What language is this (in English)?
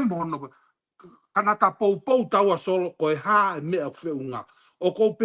Tongan